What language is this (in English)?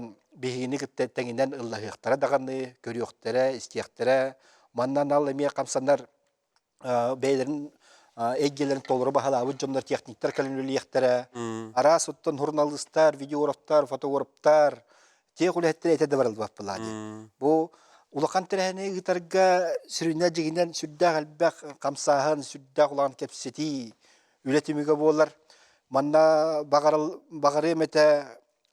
Yakut